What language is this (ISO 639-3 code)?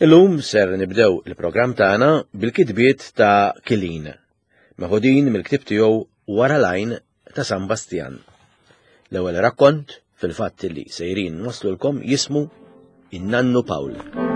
mlt